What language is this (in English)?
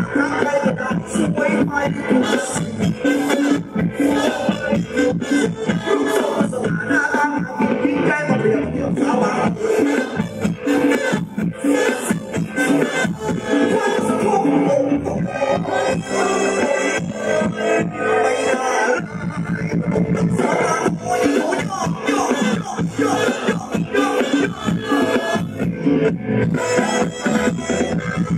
Thai